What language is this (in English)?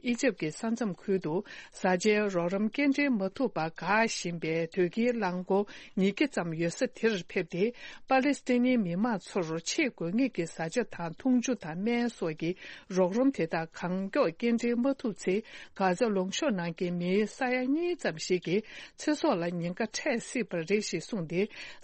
Tibetan